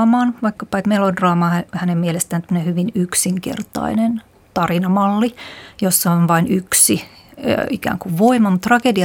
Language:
Finnish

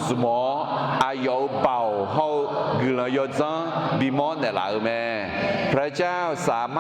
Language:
Akha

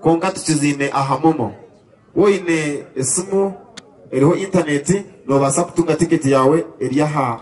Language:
Nyankole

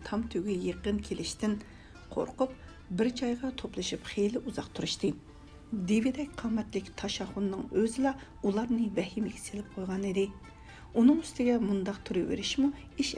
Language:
Uyghur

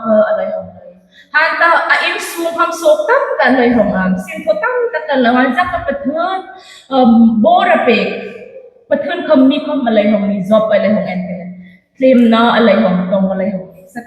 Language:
Hmar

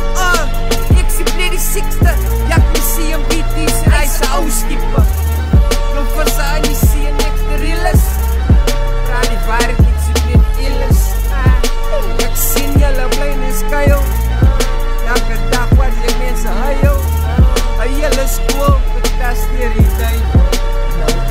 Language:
Afrikaans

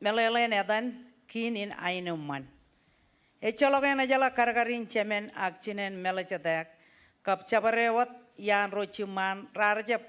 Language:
Marshallese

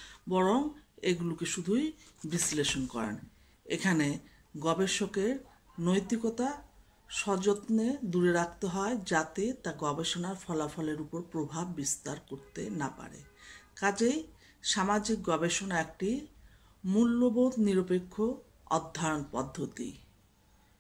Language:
Bangla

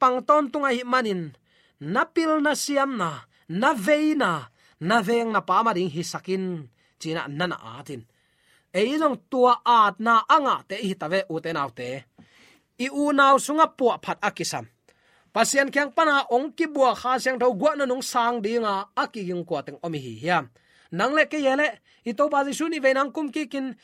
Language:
Tedim Chin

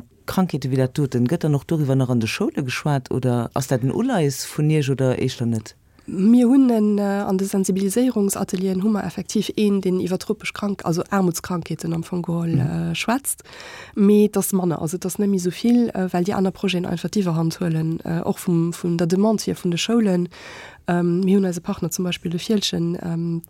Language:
Luxembourgish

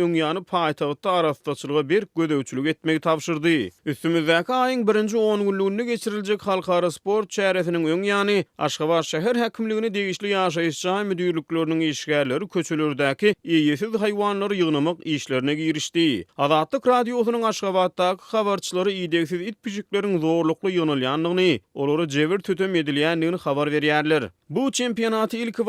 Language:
Turkmen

